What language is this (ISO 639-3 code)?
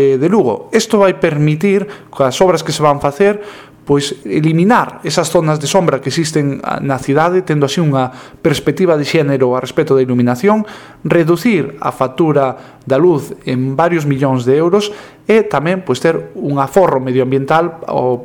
glg